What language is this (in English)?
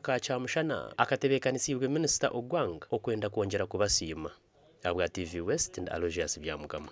Nyankole